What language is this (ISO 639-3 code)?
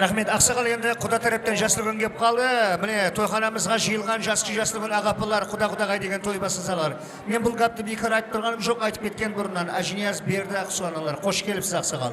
kaa